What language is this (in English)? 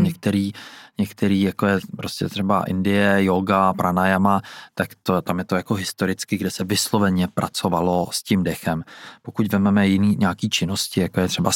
Czech